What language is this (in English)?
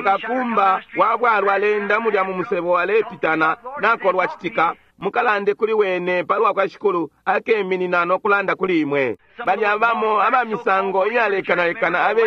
Bemba